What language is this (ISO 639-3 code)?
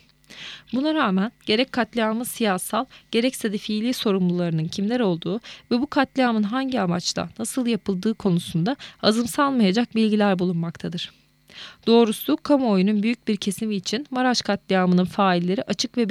tur